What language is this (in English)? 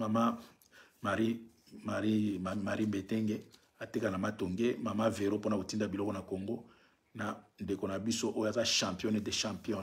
Lingala